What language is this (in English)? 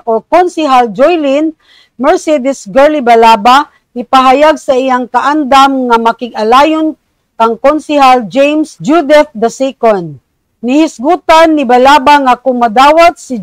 Cebuano